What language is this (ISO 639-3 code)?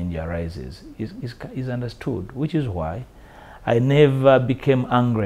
eng